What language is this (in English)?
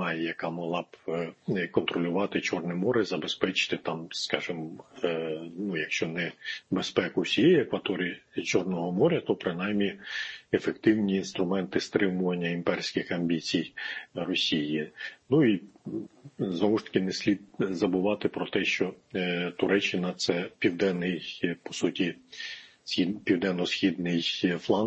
Ukrainian